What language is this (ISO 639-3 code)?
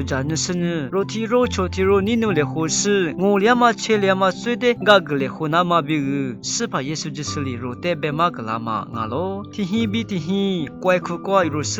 lis